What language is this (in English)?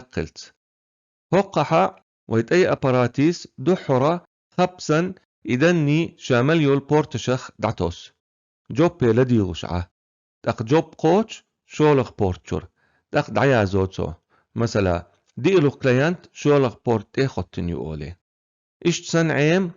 Chechen